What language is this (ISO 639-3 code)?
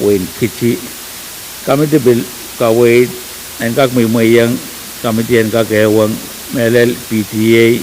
pon